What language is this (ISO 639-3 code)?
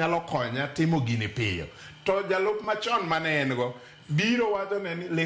luo